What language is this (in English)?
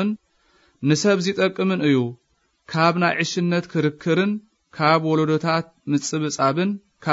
Tigrinya